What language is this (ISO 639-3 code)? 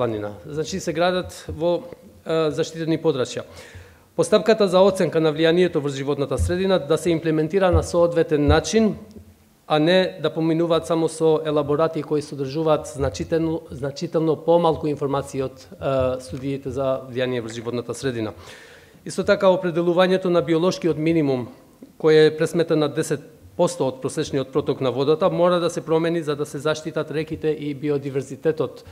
mkd